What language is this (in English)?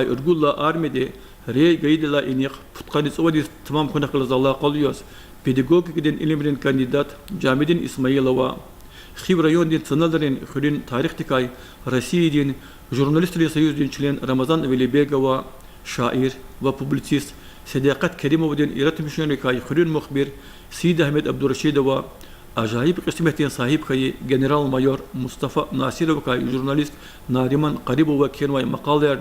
Lezghian